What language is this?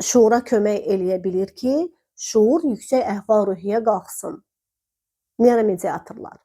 Azerbaijani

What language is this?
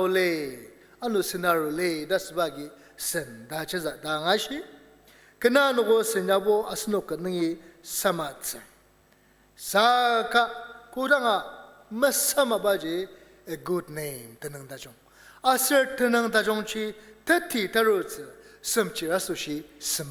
Ao Naga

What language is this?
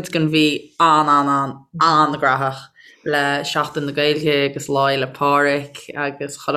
Irish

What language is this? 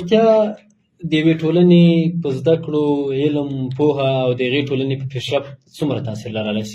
Pashto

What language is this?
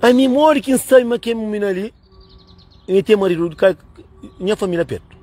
Kabuverdianu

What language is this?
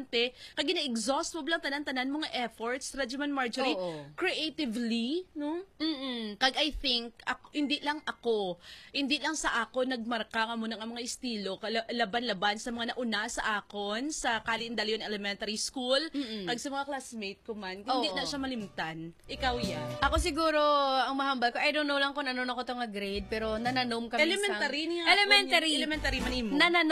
Hiligaynon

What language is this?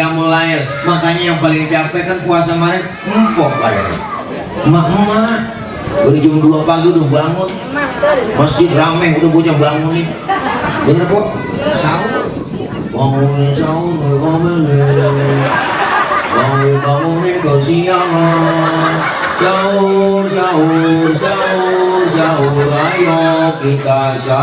Betawi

